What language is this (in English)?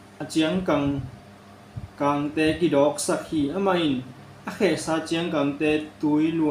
Tedim Chin